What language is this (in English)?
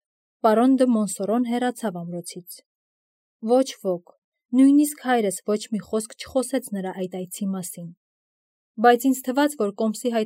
Armenian